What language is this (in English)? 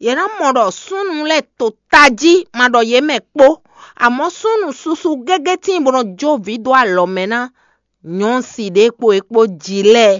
Fon